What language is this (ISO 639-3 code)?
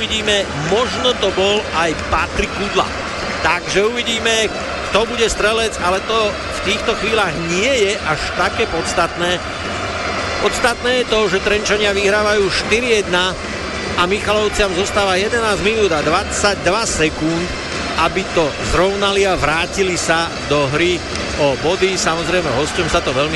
slk